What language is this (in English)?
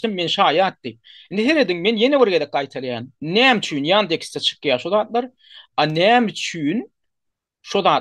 Turkmen